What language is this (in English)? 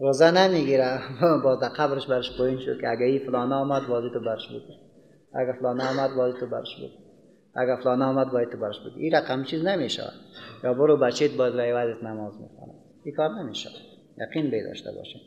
Persian